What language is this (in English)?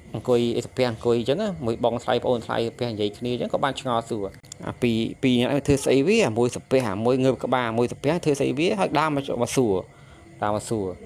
Khmer